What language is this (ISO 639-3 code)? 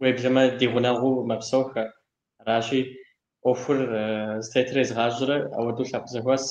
kbd